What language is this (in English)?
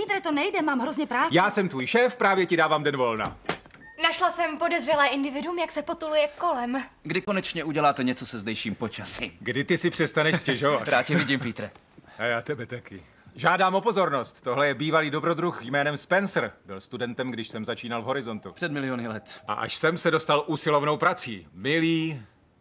Czech